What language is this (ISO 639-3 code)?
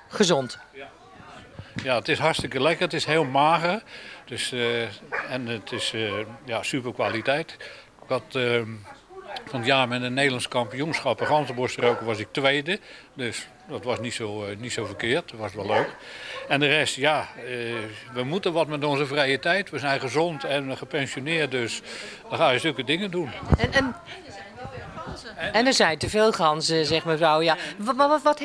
nld